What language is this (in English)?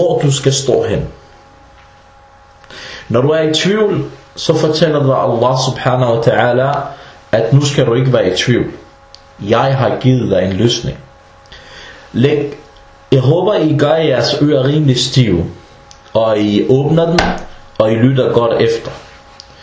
Danish